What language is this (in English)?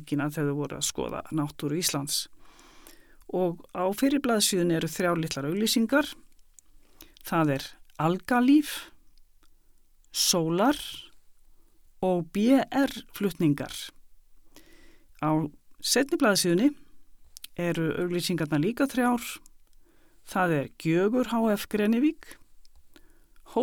Icelandic